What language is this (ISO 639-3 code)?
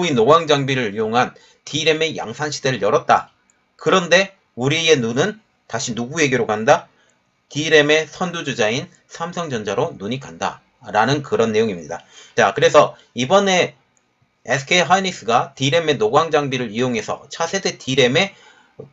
kor